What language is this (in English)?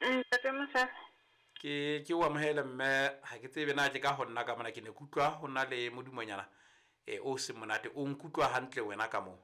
Southern Sotho